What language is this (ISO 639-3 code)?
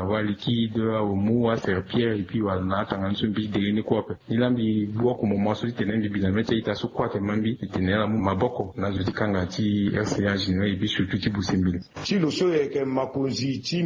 sag